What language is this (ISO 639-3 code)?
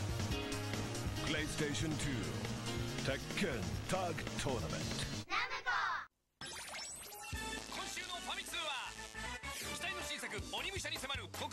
jpn